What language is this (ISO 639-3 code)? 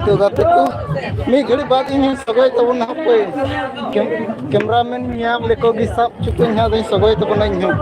sat